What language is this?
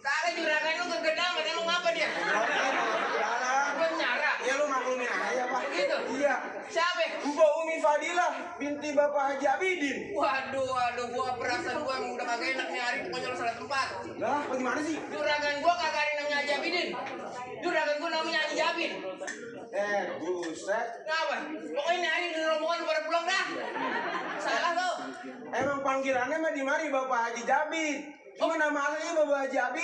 Betawi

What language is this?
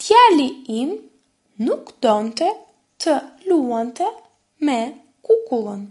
Albanian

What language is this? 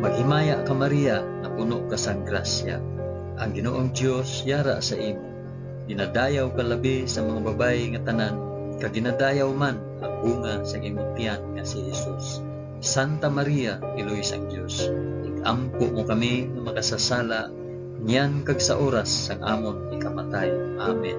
Hiligaynon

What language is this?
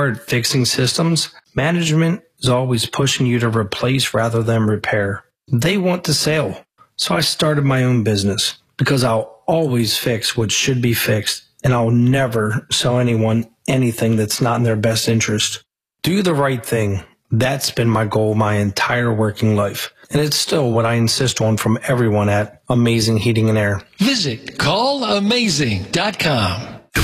English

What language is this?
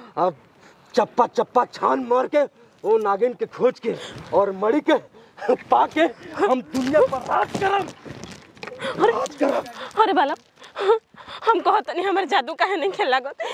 Bhojpuri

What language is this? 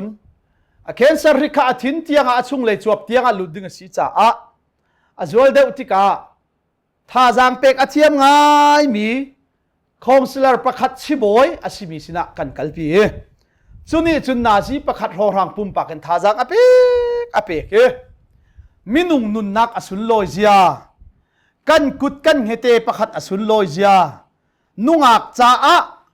Hakha Chin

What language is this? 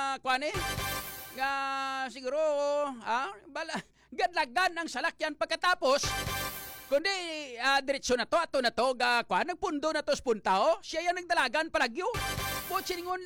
Hiligaynon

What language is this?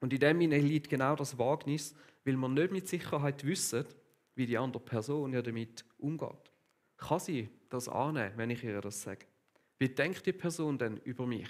Swiss German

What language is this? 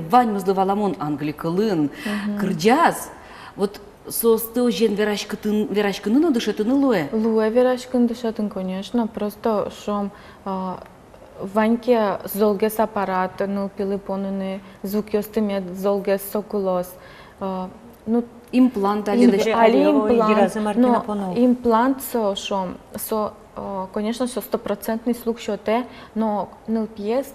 Udmurt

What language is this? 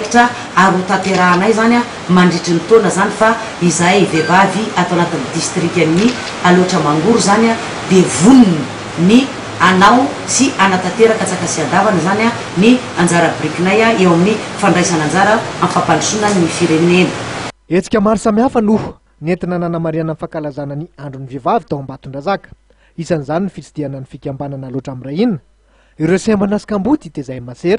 Malagasy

